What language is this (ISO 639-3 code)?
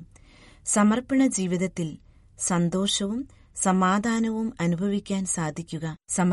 mal